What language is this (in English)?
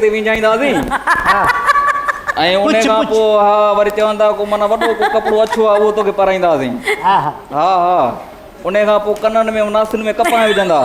Sindhi